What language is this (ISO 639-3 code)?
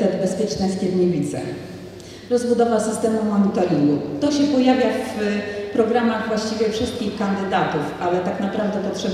pol